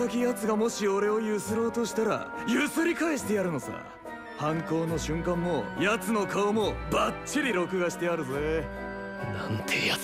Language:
Japanese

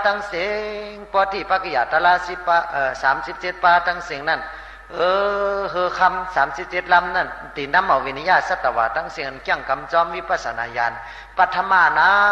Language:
Shan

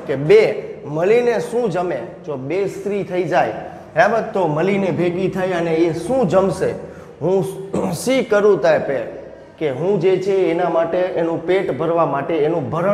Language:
Gujarati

